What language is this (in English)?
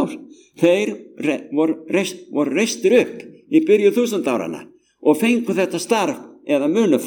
Icelandic